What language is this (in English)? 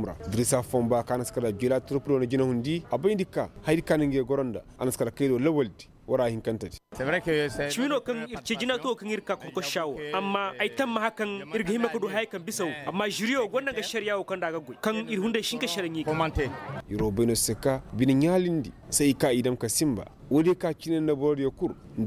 Koyraboro Senni